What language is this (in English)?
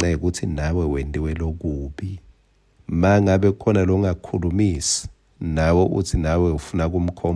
Swati